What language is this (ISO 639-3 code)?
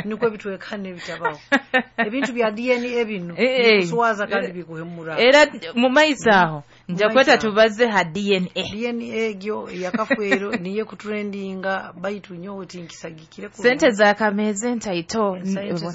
nyo